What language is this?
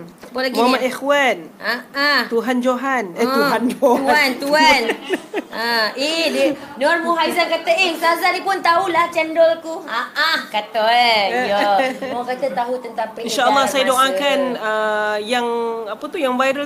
Malay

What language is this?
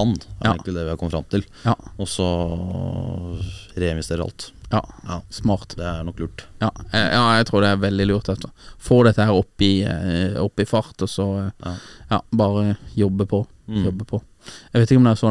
Norwegian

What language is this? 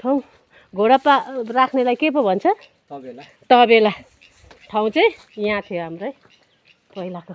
Nepali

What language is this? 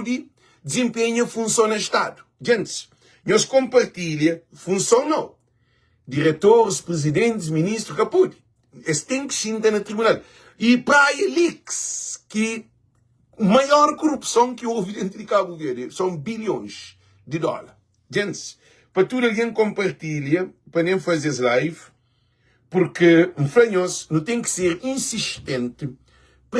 Kabuverdianu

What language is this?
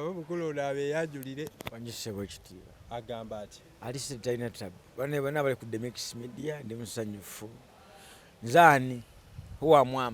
Ganda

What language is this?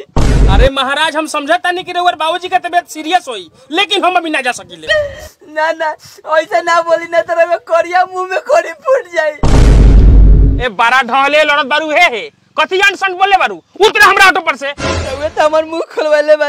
Bhojpuri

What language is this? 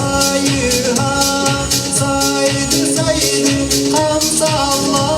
Yakut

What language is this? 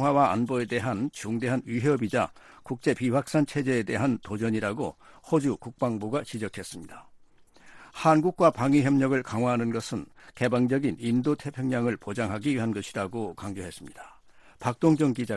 Korean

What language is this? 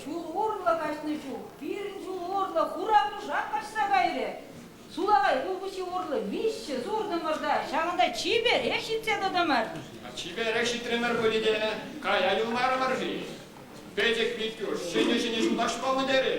Chuvash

